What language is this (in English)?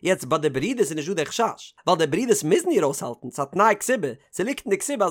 Yiddish